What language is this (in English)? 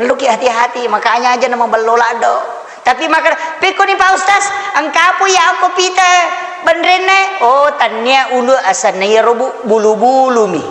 Buginese